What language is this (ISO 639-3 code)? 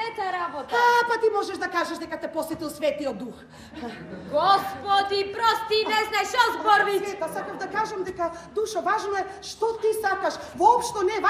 mkd